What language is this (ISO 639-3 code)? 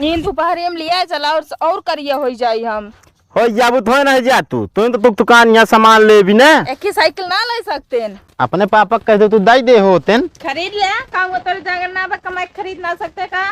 awa